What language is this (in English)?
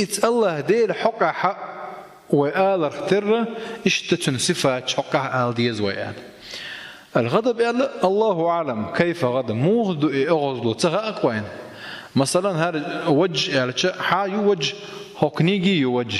Chechen